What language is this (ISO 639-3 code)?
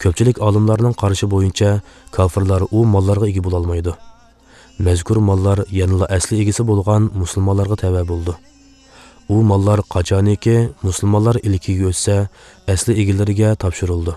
uig